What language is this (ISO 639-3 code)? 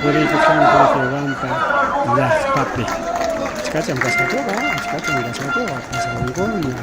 quy